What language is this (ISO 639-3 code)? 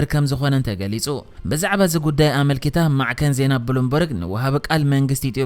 tir